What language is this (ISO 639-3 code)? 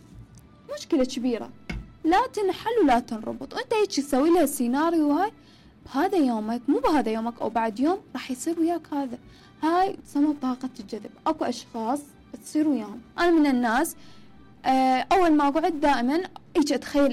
acm